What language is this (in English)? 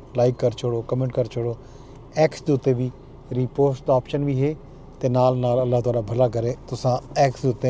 Saraiki